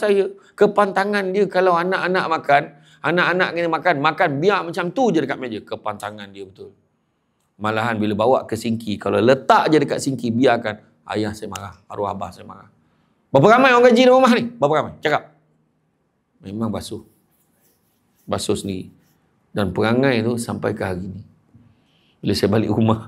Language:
Malay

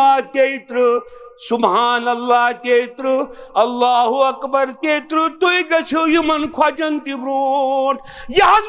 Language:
Kashmiri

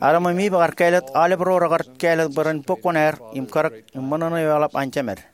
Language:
Marshallese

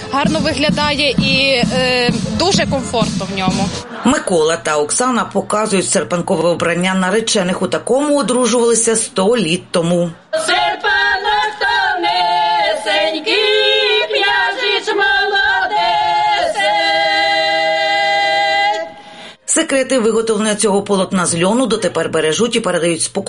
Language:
Ukrainian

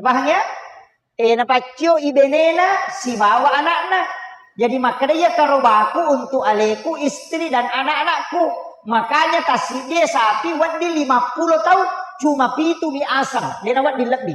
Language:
Buginese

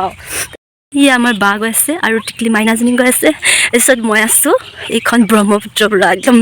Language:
Assamese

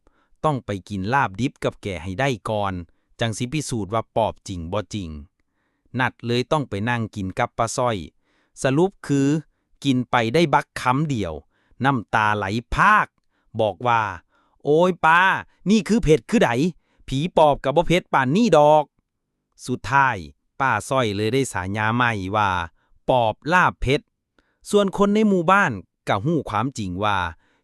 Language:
Northeastern Thai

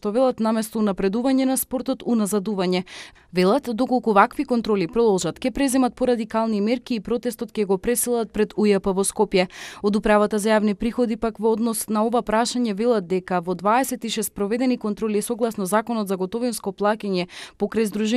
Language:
Macedonian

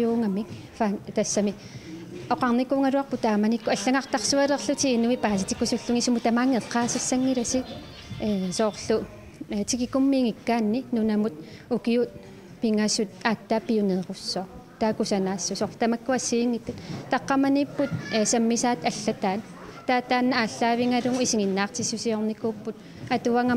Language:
Kalaallisut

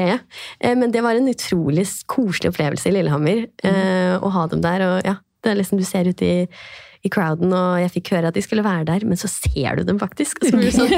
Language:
Norwegian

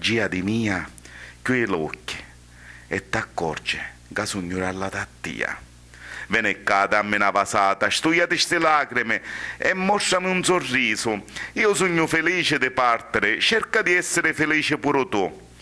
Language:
Sicilian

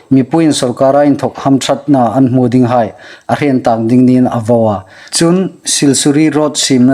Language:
Hmar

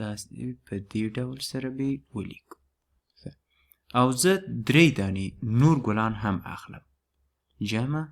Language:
Pashto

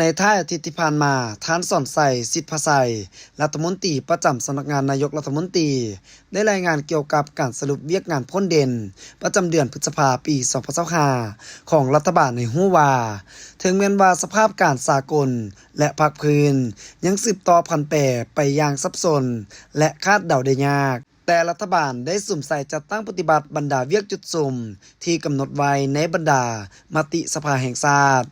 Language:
Lao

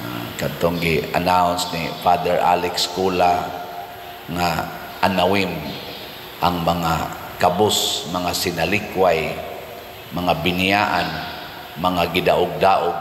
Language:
Cebuano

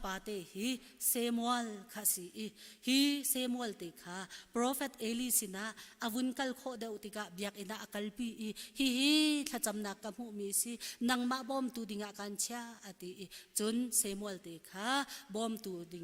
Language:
Hakha Chin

